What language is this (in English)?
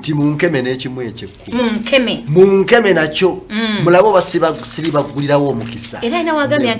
Ganda